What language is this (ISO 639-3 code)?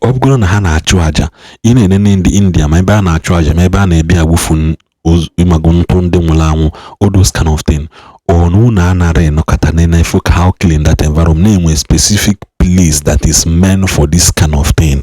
ibo